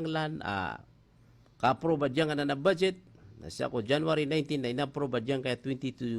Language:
Maranao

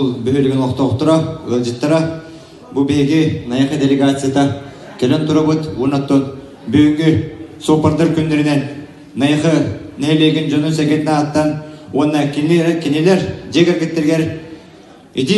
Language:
Yakut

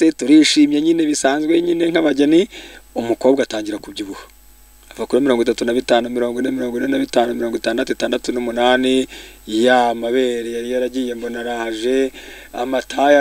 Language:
Kinyarwanda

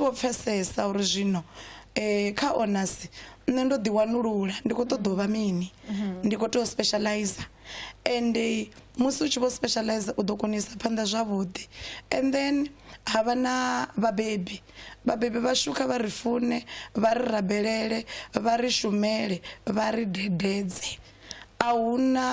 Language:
Venda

